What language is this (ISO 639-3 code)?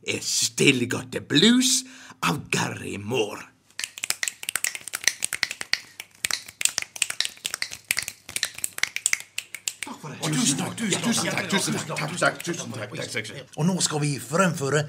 nor